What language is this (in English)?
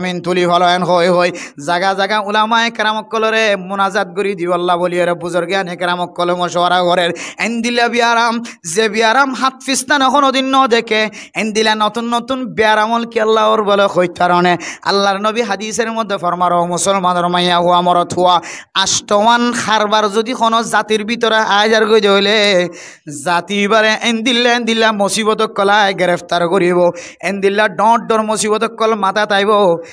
Rohingya